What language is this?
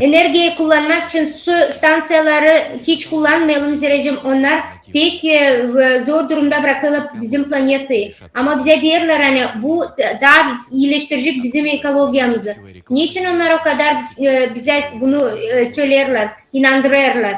Gagauz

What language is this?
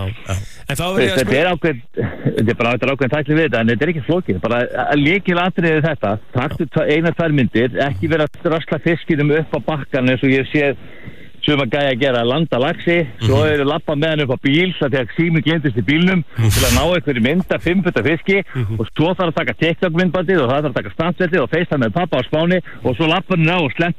Icelandic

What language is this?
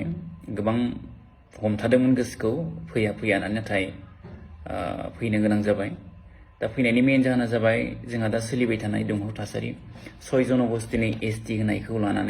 Bodo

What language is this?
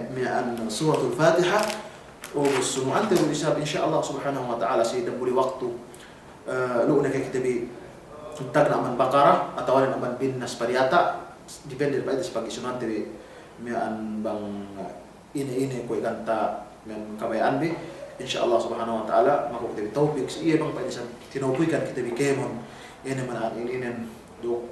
Yakan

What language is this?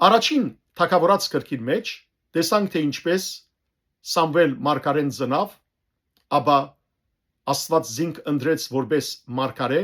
Western Armenian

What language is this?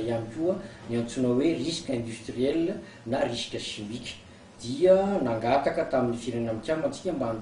Malagasy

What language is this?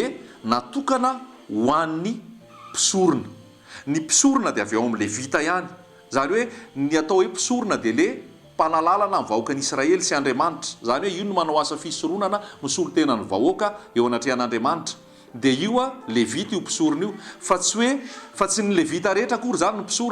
Malagasy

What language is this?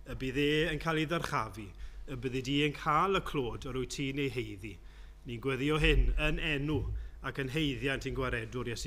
Welsh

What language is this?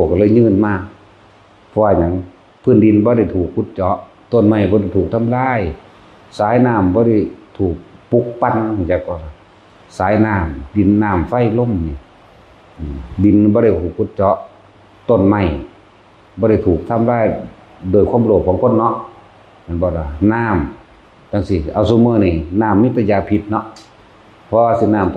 Northeastern Thai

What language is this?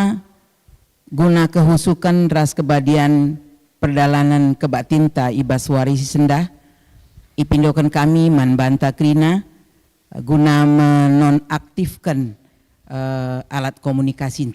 Batak Karo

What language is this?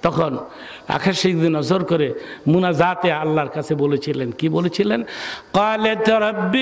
Bangla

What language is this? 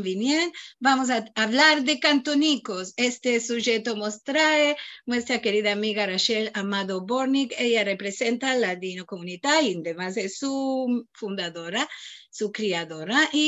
Ladino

